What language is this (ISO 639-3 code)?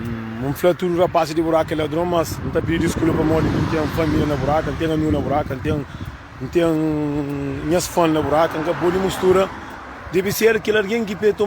kea